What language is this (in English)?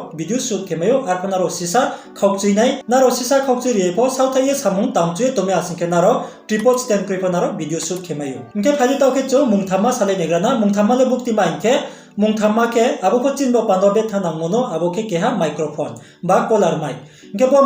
Riang (India)